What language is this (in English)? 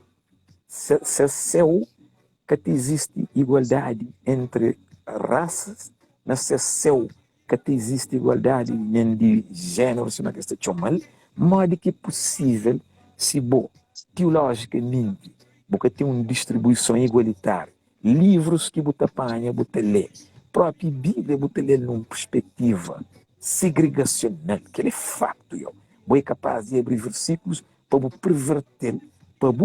Kabuverdianu